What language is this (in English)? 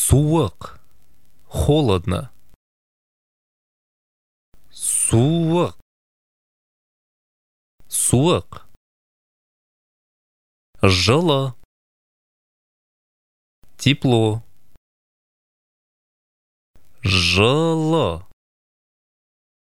Kazakh